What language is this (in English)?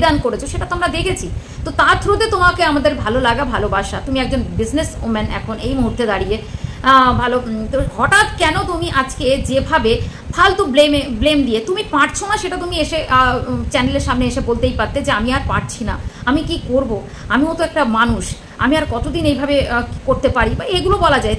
Bangla